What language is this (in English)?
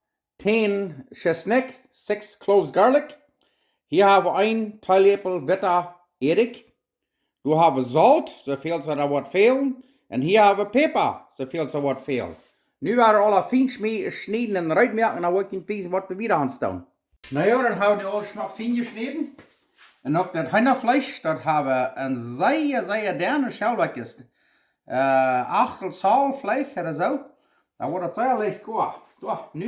Plautdietsch